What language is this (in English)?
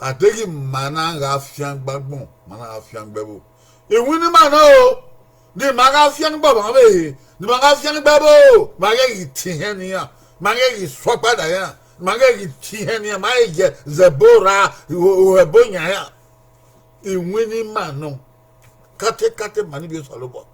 Bini